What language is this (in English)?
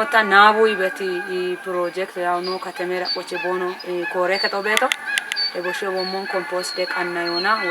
Kafa